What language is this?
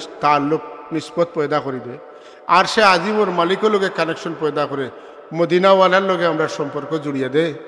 Sylheti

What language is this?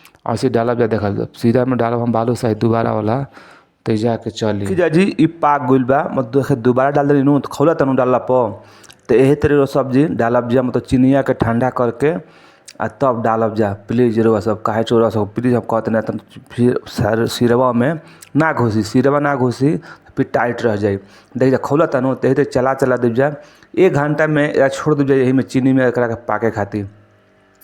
Bhojpuri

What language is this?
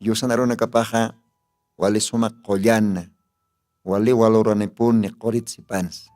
Aymara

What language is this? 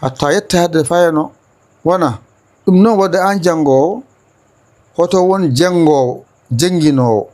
Fula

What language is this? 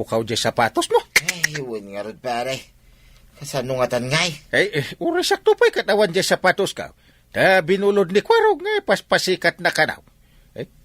Iloko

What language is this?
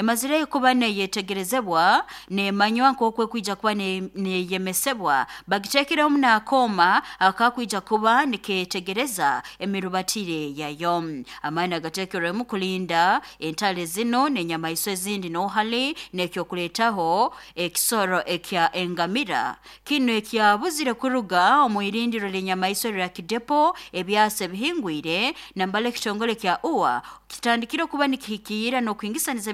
Nyoro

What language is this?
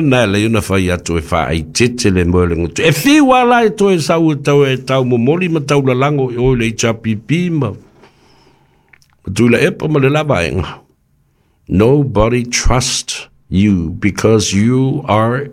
Samoan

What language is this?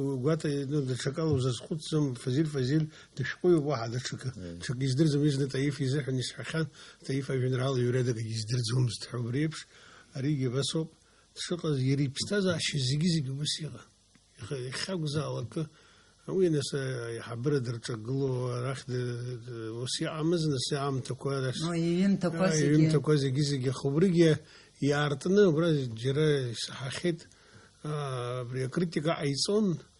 Abkhazian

